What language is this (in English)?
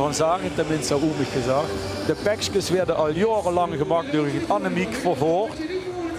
Limburgish